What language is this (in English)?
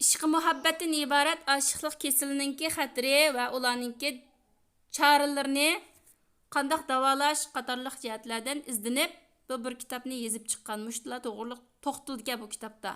Uyghur